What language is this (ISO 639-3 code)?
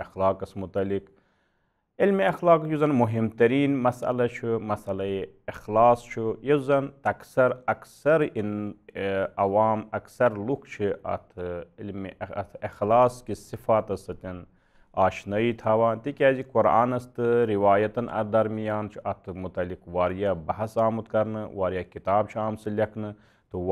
kas